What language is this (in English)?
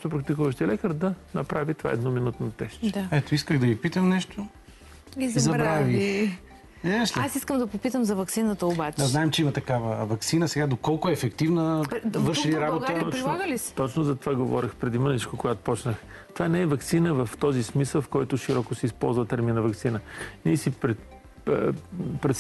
Bulgarian